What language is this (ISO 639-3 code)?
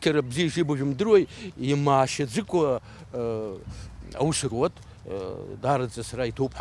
abk